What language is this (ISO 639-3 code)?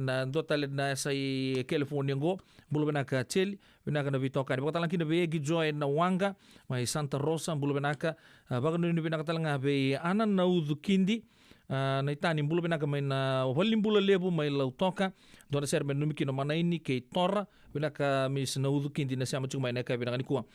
fij